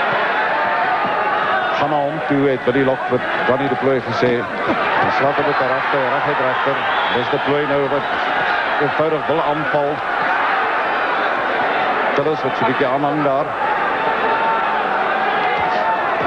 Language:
Afrikaans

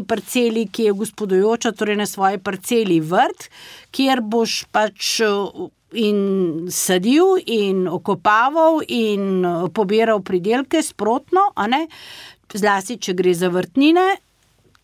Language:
Slovenian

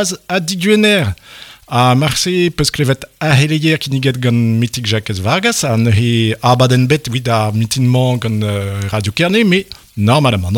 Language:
Breton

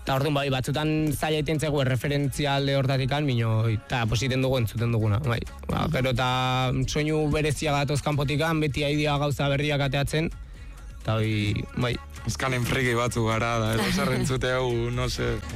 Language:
Basque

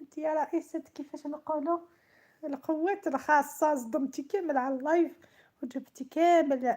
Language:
Algerian Arabic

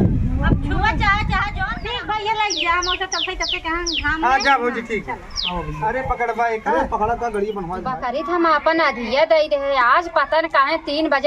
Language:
Awadhi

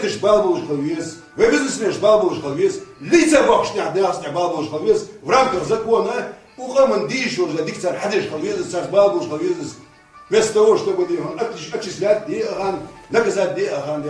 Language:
Ingush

